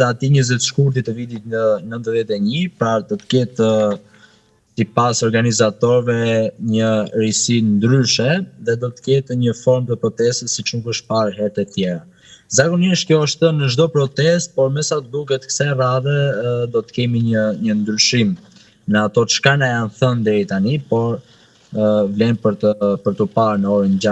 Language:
Albanian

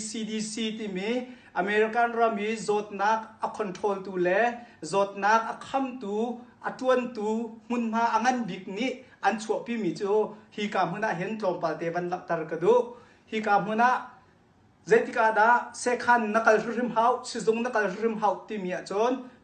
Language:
Hakha Chin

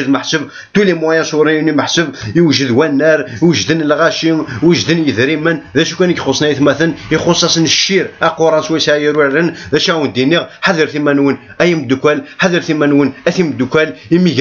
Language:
Kabyle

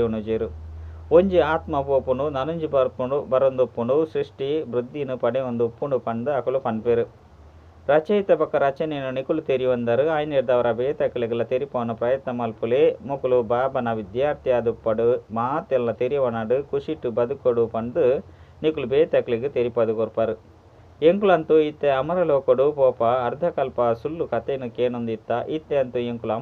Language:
Tulu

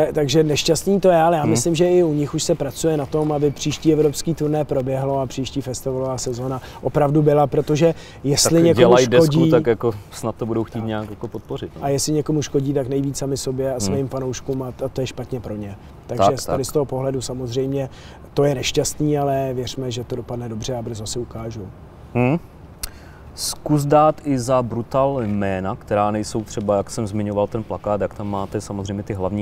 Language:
Czech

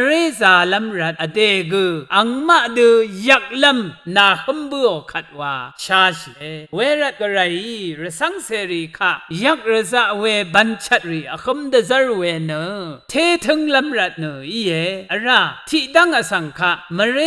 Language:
Rawang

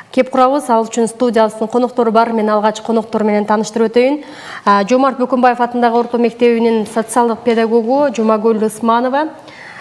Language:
Kyrgyz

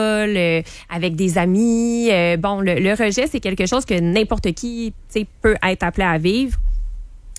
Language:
French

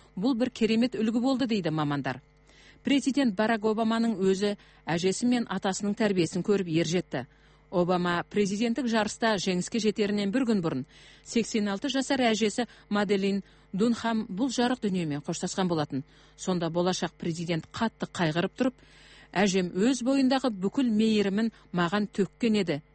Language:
Kazakh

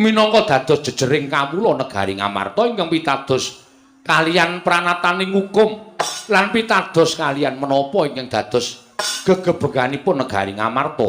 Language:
Javanese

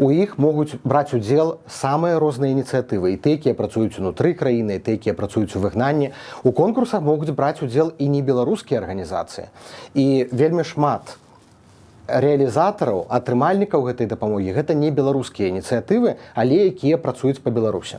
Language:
Belarusian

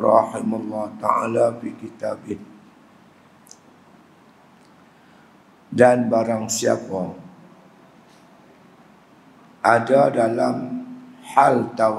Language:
Malay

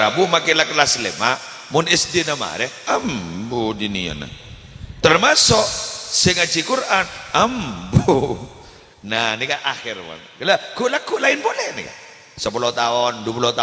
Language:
Madurese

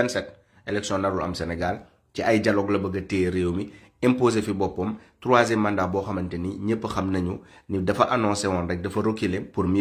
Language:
Wolof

